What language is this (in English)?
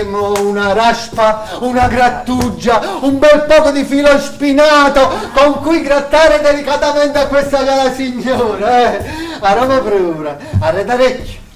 Neapolitan